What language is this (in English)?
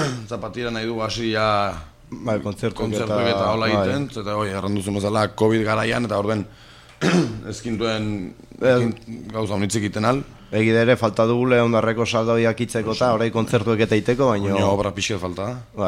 Basque